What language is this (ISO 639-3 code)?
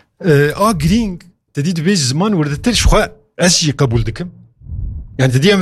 kur